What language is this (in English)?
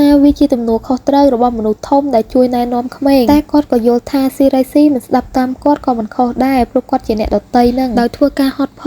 Khmer